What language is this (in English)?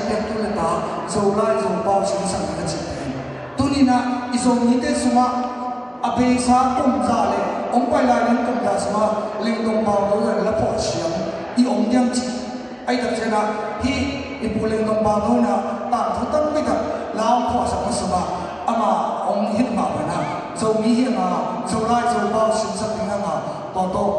Tedim Chin